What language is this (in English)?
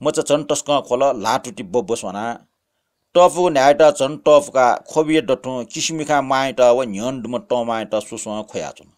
Newari